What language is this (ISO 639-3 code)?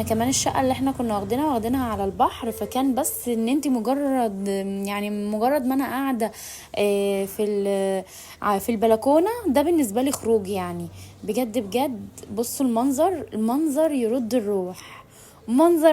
arz